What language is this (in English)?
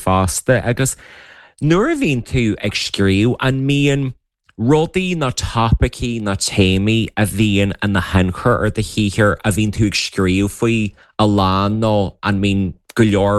Irish